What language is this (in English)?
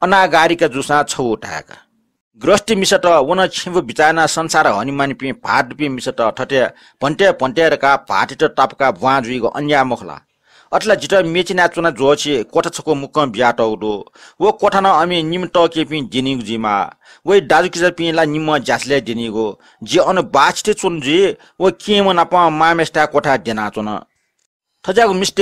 Newari